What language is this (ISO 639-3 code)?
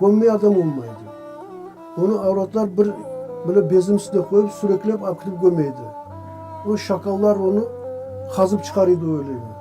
crh